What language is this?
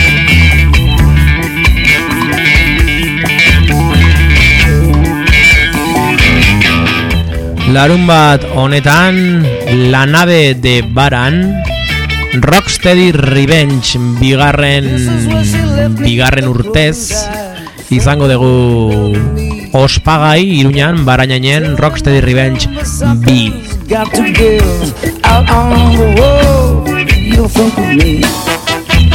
Basque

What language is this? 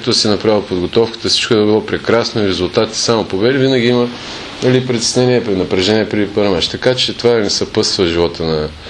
Bulgarian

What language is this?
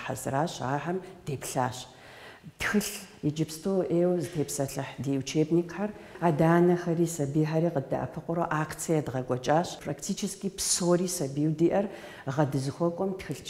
Kabardian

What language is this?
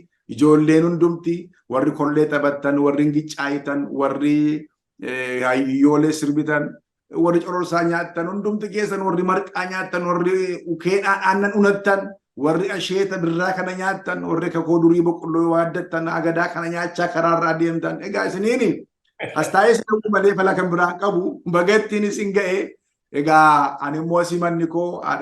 Oromo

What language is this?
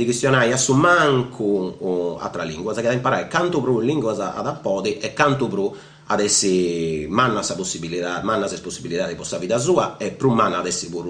Sardinian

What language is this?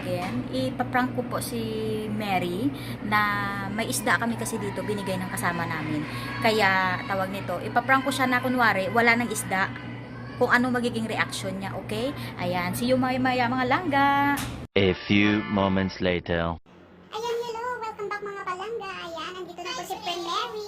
Hiligaynon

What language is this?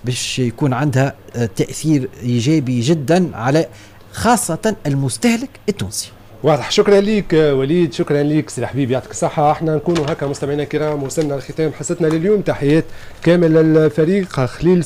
Tunisian Arabic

